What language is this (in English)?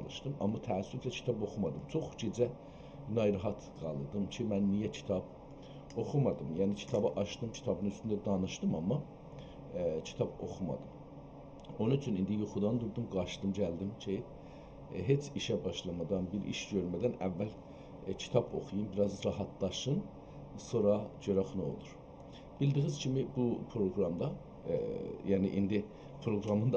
South Azerbaijani